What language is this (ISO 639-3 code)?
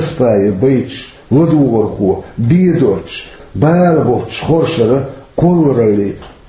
che